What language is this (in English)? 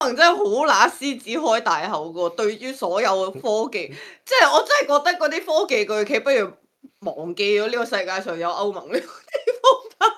Cantonese